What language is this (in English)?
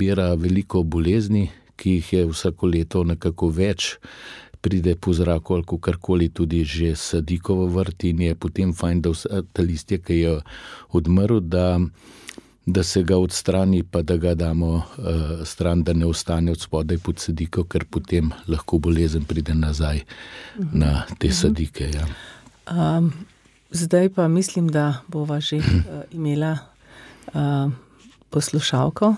Slovenian